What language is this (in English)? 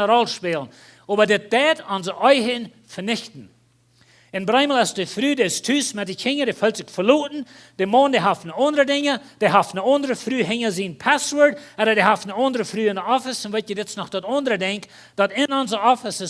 Plautdietsch